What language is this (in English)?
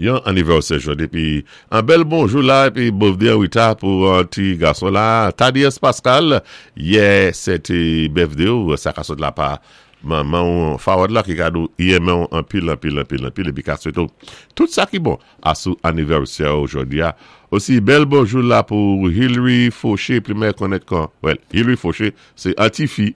Saint Lucian Creole French